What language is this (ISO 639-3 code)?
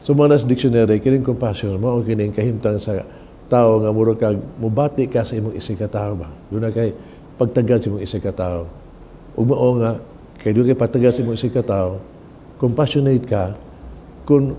ceb